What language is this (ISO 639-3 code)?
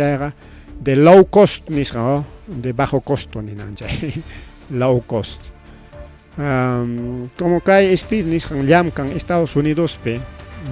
quy